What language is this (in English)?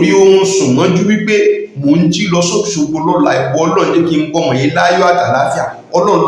Yoruba